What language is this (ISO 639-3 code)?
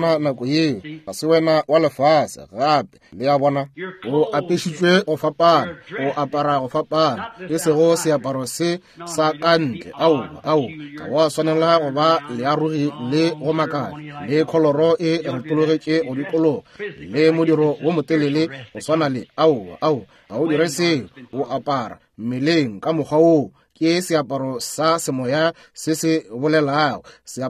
nso